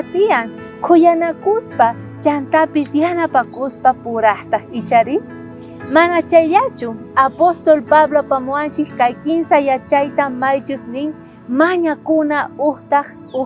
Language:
South Bolivian Quechua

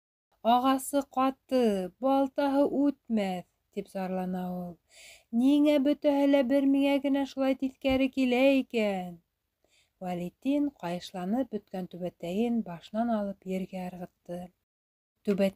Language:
Bashkir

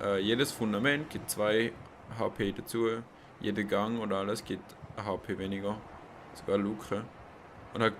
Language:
Swiss German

